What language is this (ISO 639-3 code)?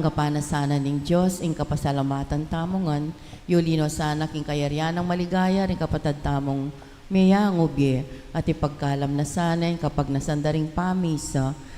pam